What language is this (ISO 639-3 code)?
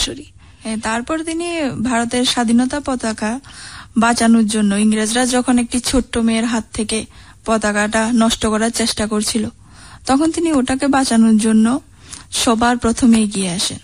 ben